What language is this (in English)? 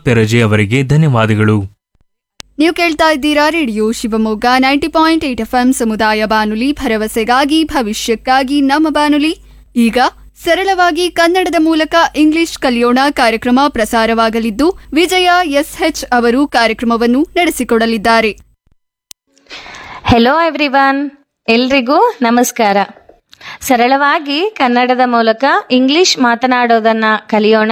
Kannada